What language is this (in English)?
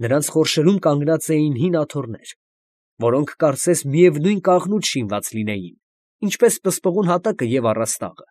Armenian